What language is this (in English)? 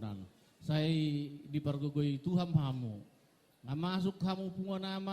Batak Toba